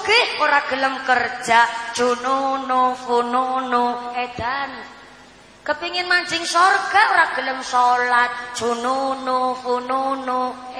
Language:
Javanese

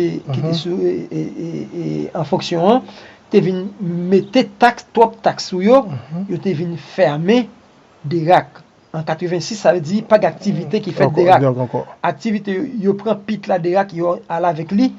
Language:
Haitian Creole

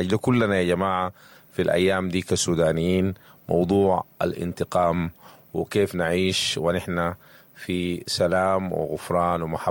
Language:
Sudanese Arabic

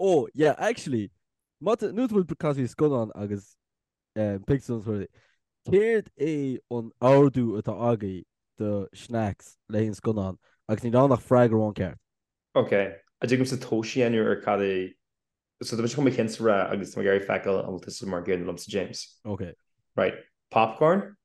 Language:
Irish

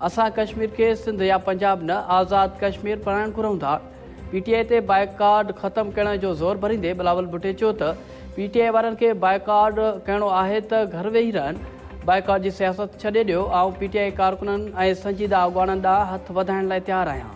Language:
Sindhi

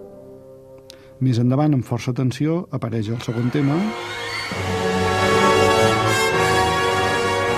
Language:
Catalan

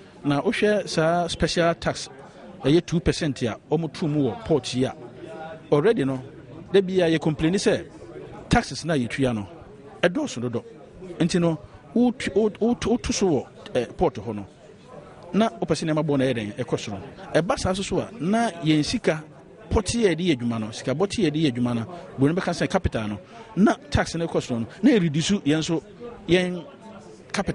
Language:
Akan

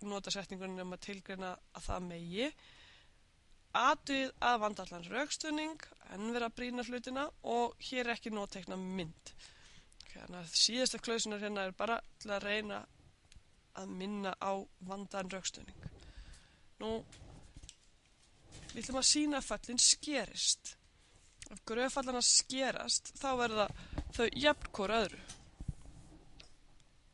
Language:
Icelandic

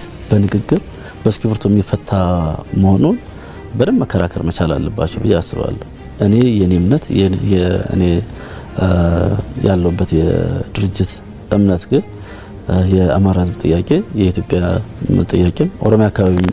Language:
Amharic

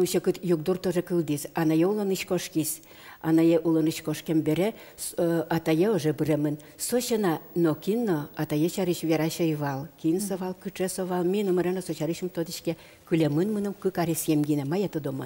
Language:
Udmurt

